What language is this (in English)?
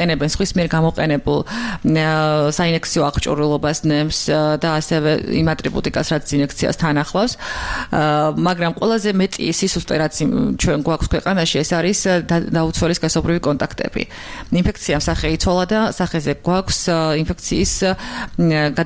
Georgian